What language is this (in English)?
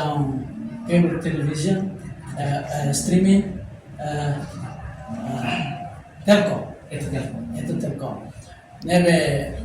Tetum